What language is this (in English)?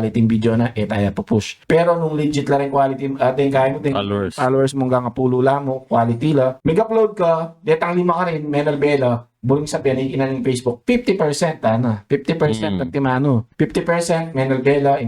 Pampanga